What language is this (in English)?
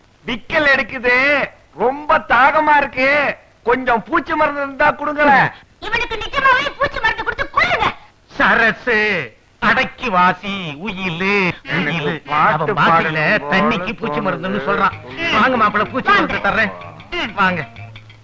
Tamil